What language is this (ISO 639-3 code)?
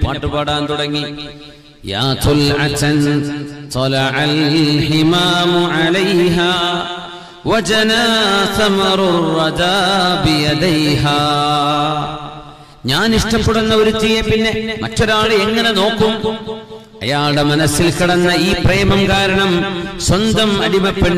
mal